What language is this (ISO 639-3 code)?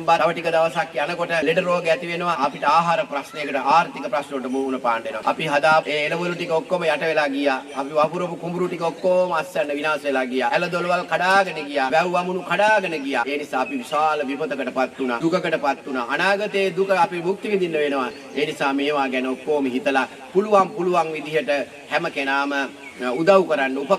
sin